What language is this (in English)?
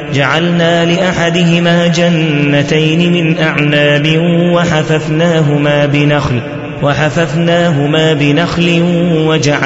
Arabic